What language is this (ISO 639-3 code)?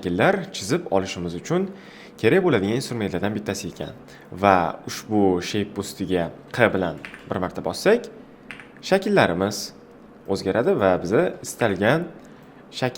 uzb